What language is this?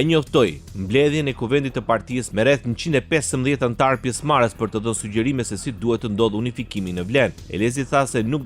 Albanian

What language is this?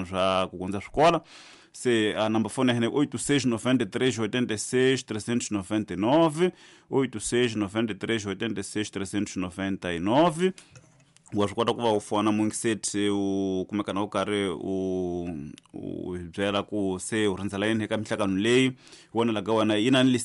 Tsonga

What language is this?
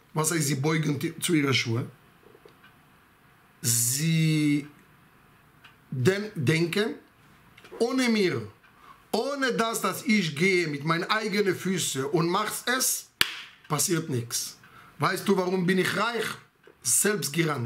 German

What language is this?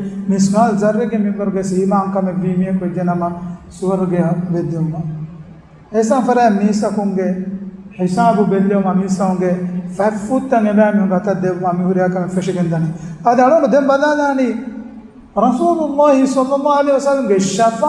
Divehi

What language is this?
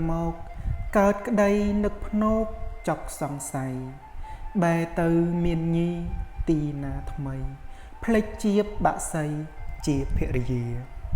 Khmer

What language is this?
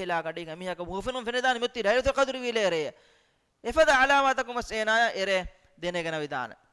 Divehi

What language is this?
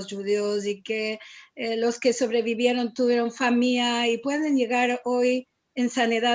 Ladino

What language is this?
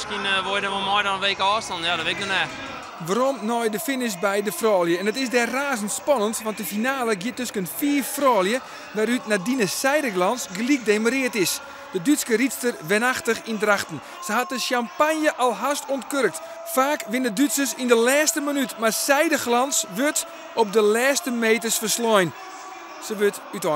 Western Frisian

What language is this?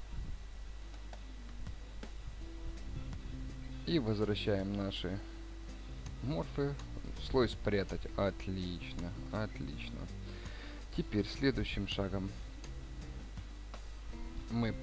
Russian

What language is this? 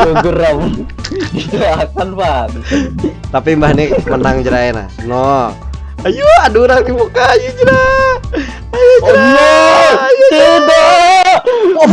Banjar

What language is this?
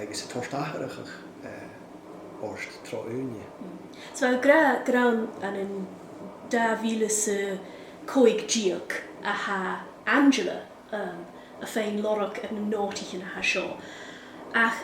Scottish Gaelic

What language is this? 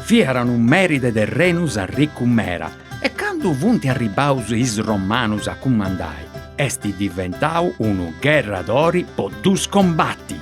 Sardinian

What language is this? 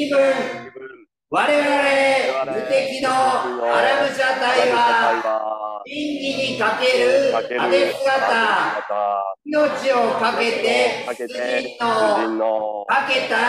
Japanese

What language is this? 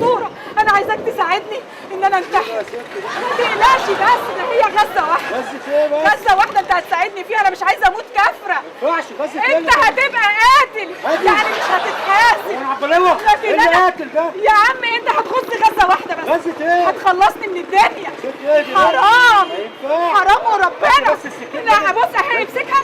Egyptian Arabic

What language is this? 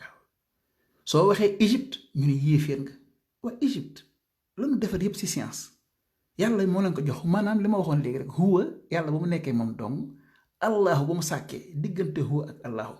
Wolof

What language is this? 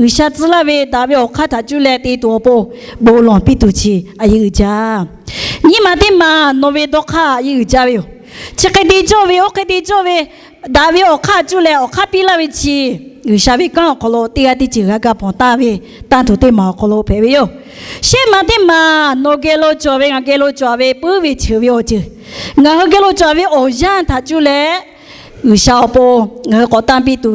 Lahu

